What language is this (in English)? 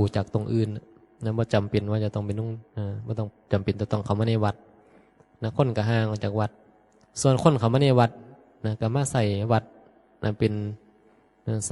Northeastern Thai